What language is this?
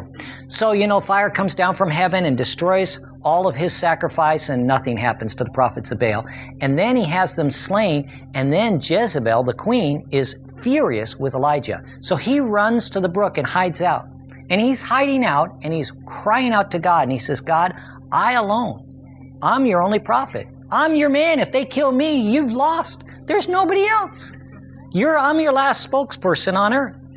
English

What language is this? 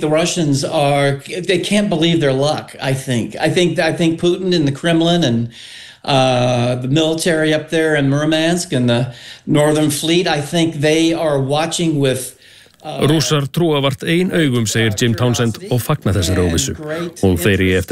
Icelandic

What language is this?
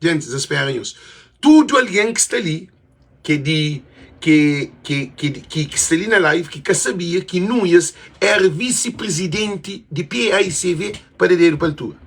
Kabuverdianu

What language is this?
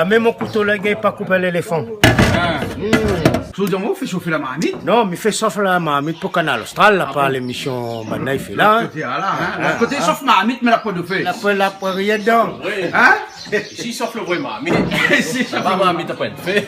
Réunion Creole French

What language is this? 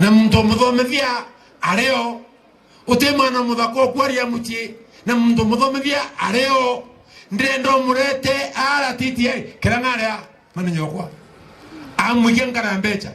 Meru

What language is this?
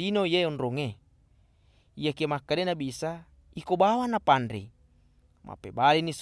Buginese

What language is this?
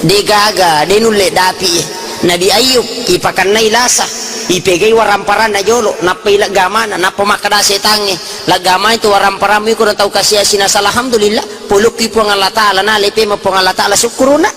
Buginese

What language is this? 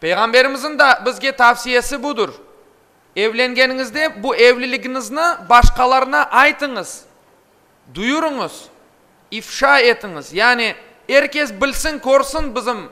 Crimean Tatar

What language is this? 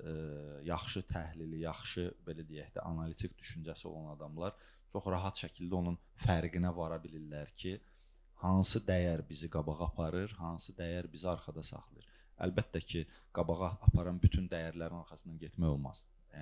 Azerbaijani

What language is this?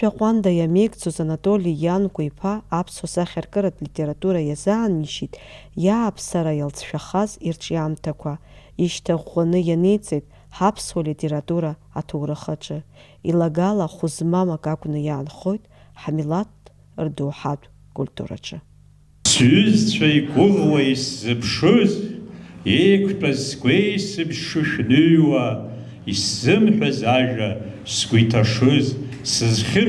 Abkhazian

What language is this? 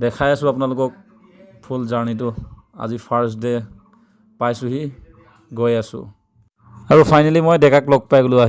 Assamese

